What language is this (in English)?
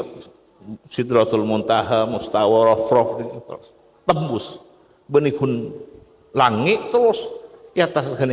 Madurese